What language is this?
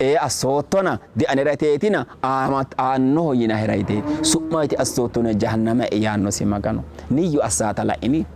Sidamo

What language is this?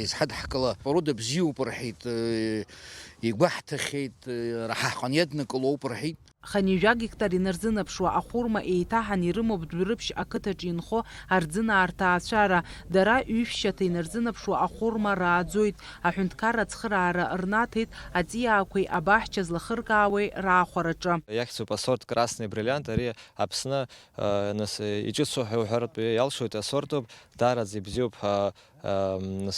Abkhazian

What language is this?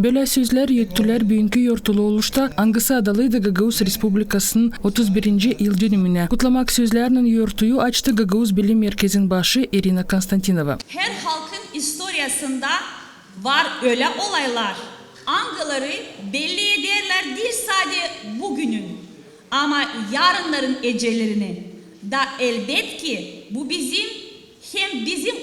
Gagauz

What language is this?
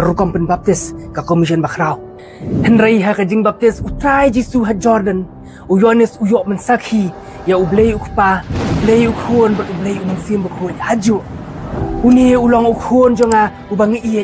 Khasi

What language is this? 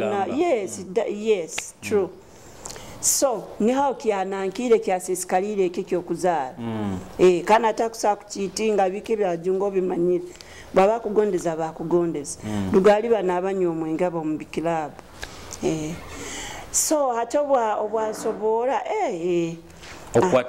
Nyoro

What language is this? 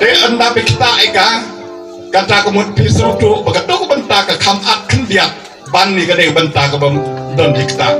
Khasi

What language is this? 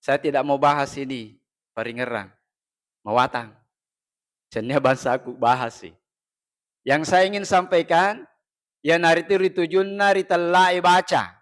Buginese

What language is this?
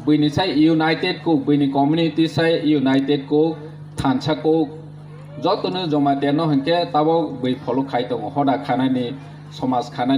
Kok Borok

